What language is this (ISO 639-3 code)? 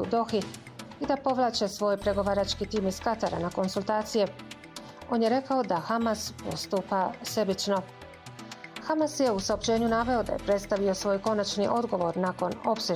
bos